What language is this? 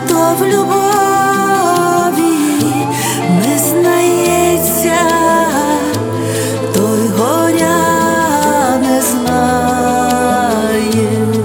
Ukrainian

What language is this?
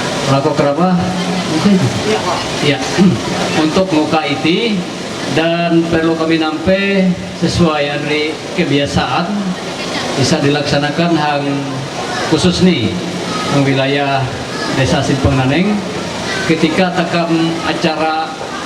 Ma'anyan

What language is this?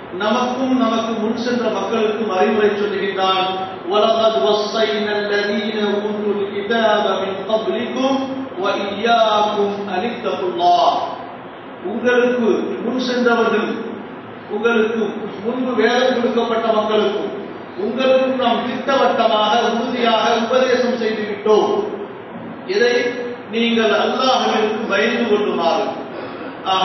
Tamil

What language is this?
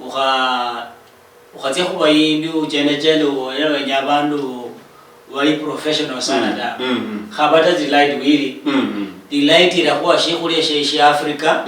Luyia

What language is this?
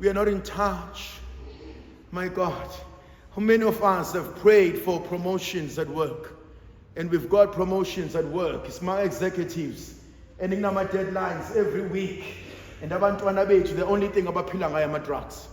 Zulu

